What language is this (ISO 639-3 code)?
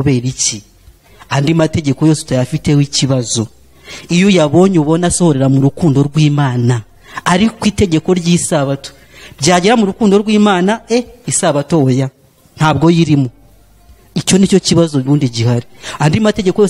kin